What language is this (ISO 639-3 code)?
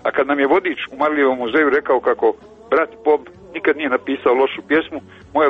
hrv